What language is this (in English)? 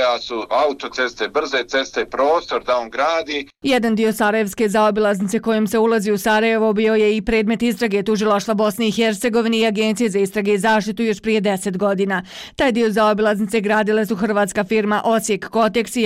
Bosnian